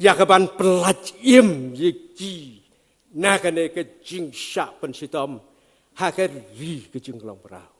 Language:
Khasi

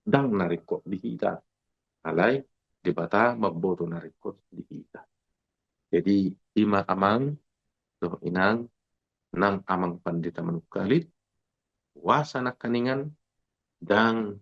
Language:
Batak Toba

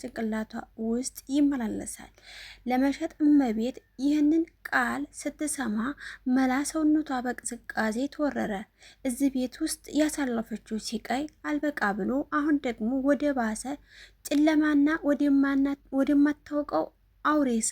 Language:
Amharic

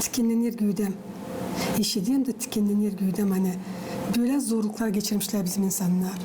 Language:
Gagauz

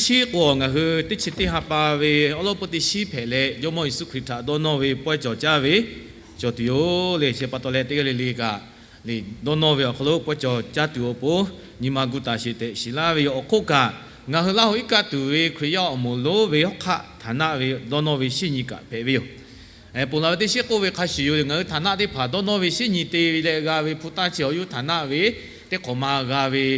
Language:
Lahu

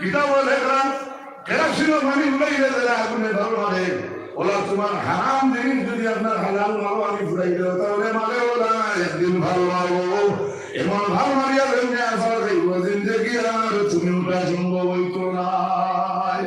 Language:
Sylheti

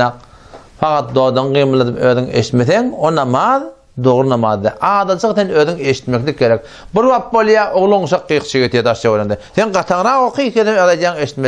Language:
Turkmen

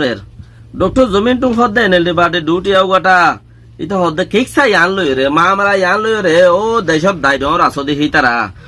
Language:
Rohingya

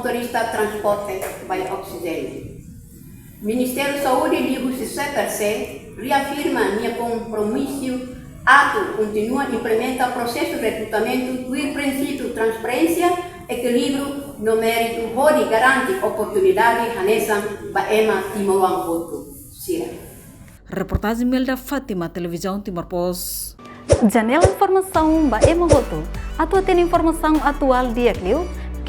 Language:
Tetum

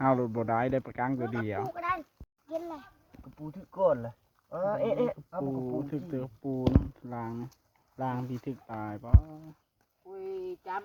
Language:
Northeastern Thai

